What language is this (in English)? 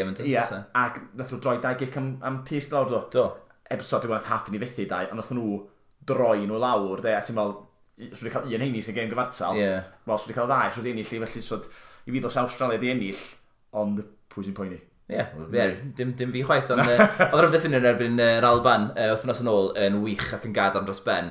Welsh